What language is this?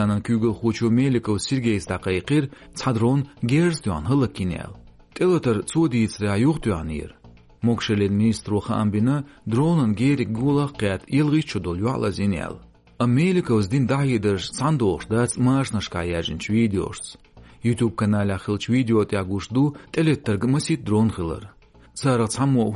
Chechen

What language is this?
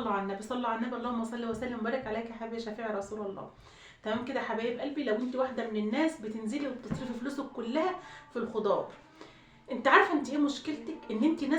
Egyptian Arabic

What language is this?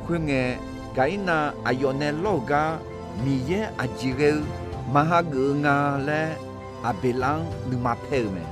Akha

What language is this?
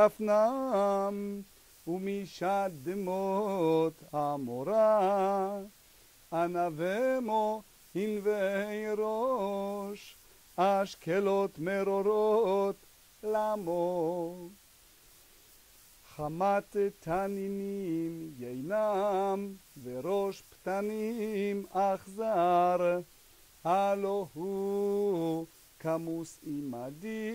Hebrew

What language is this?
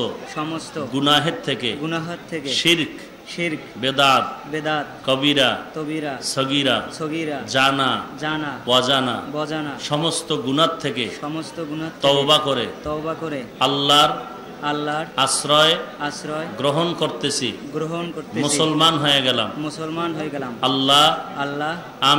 Bangla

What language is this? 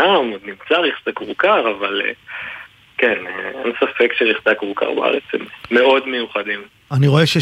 Hebrew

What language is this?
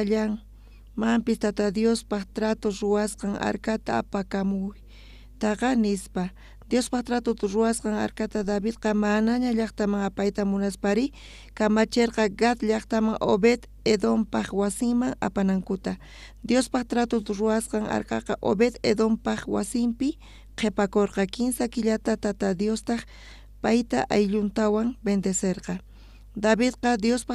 South Bolivian Quechua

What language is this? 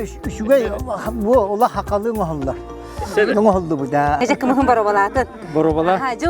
Yakut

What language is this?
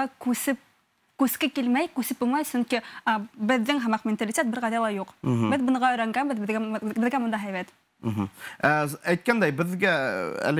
Bashkir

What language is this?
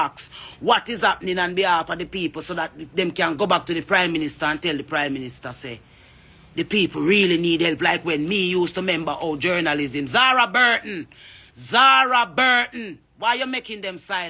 Jamaican Creole English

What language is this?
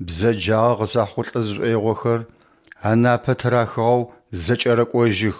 Adyghe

